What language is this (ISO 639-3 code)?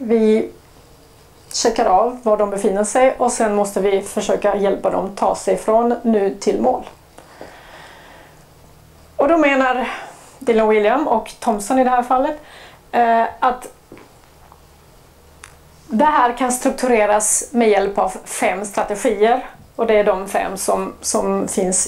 swe